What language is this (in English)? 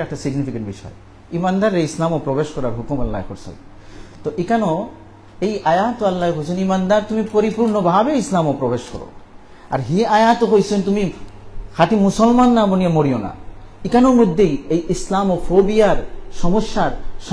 Sylheti